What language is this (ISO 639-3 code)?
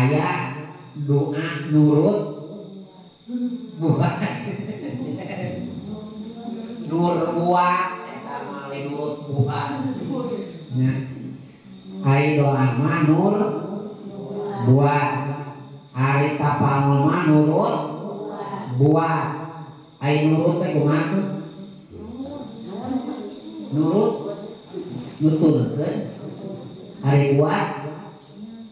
sun